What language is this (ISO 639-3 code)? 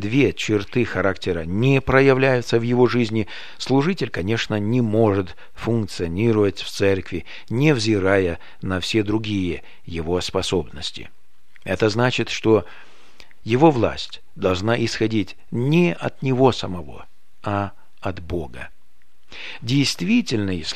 rus